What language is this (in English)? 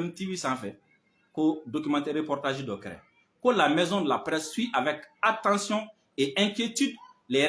Bambara